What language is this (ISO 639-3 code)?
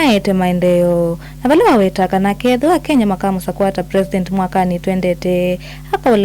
kam